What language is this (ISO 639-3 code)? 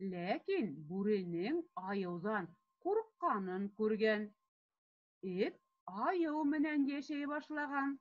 bak